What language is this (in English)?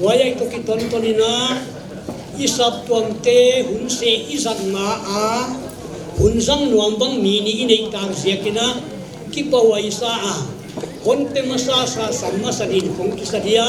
Paite Chin